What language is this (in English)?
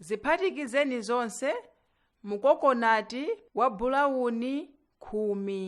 Nyanja